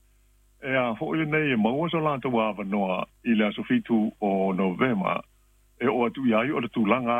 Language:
Samoan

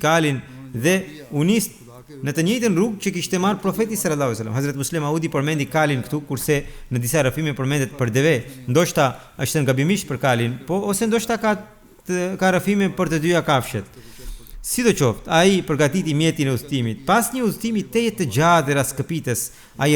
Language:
Albanian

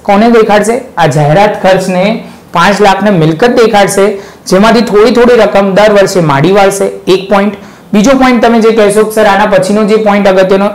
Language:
Gujarati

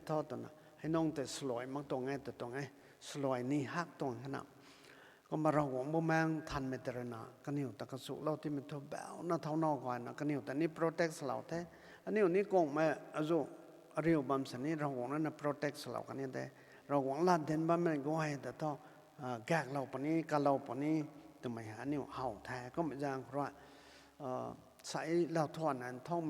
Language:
Rongmei Naga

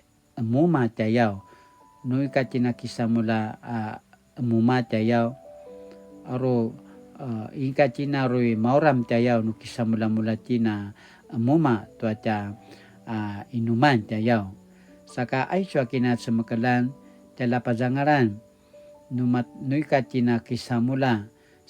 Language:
Paiwan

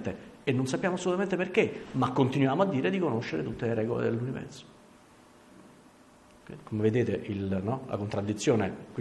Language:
Italian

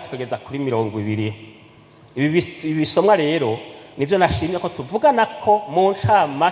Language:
Rundi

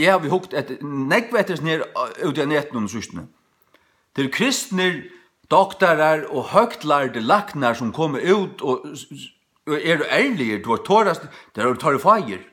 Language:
Faroese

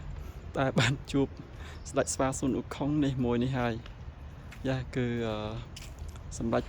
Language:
Khmer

